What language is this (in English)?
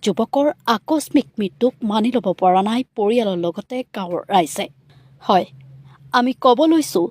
Assamese